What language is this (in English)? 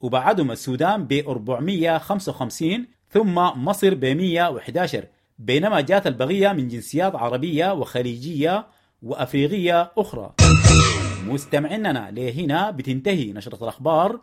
Sudanese Arabic